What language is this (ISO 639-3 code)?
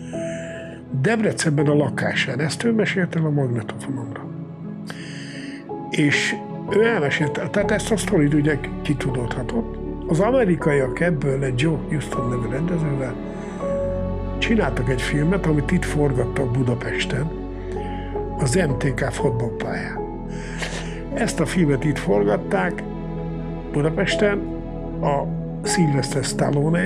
hun